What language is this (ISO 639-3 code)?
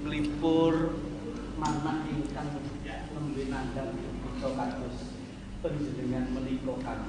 jav